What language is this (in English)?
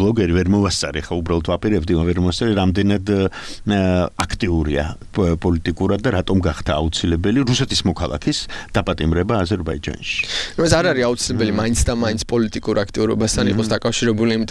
Georgian